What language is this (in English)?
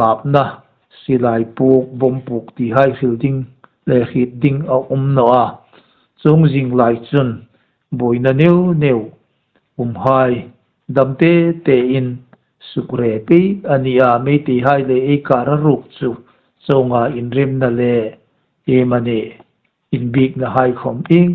Hmar